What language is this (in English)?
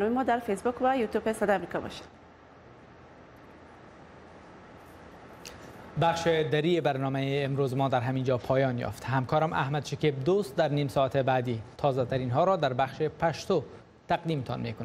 Persian